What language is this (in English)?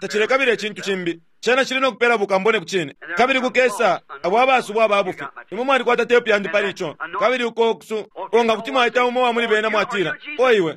Bemba